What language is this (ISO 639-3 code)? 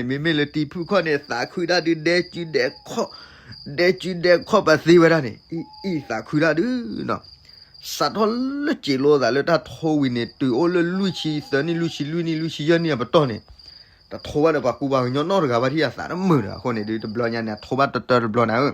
ksw